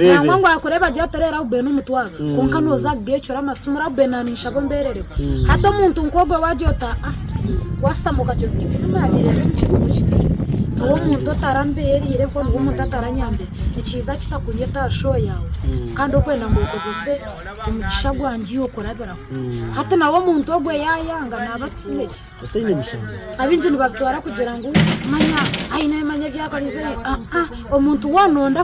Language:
Nyankole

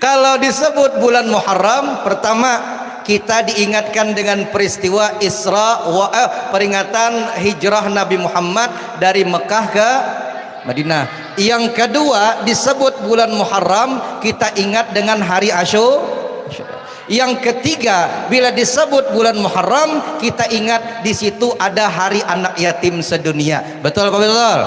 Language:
Banjar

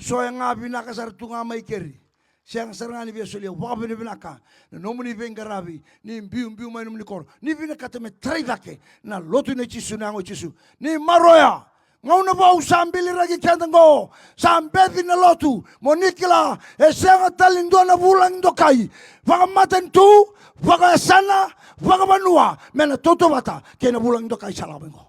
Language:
Fijian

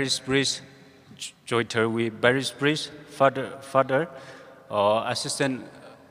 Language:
Tangkhul Naga (India)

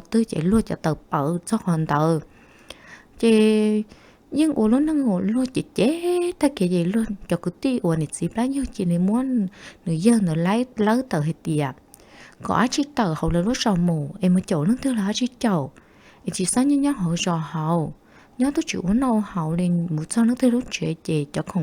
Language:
Hmong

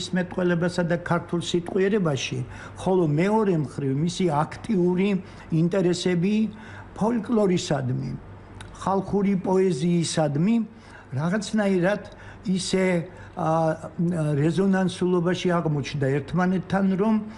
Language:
Georgian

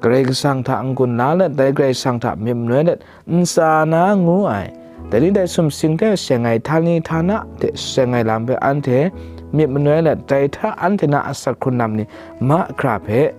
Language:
Kachin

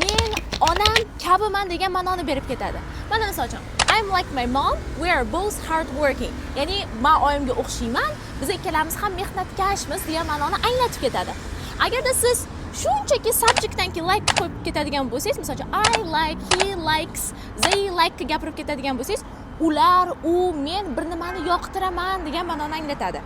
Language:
Uzbek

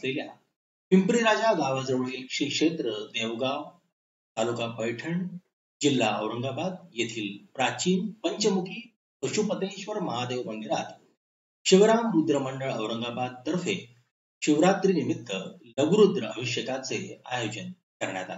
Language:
Marathi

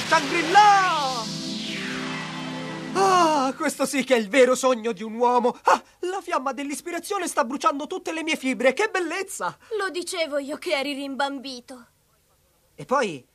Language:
Italian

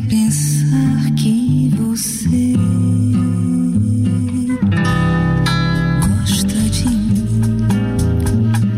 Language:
Portuguese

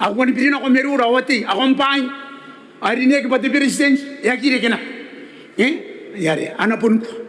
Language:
Gilbertese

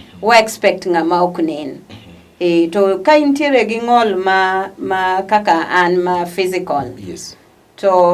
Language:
Luo (Kenya and Tanzania)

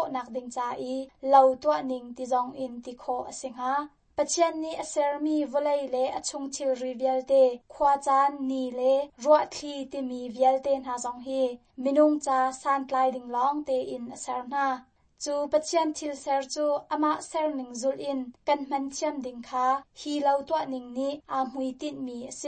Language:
Hakha Chin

